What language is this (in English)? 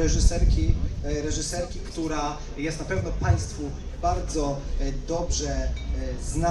Polish